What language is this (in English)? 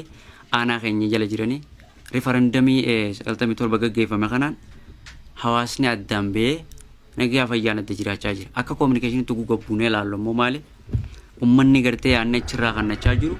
Oromo